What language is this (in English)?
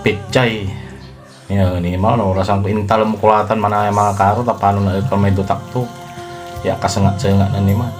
Pangasinan